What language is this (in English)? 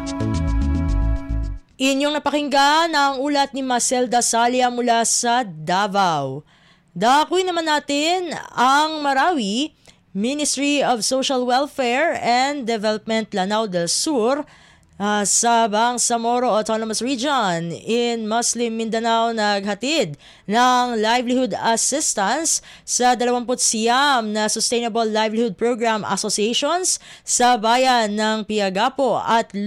Filipino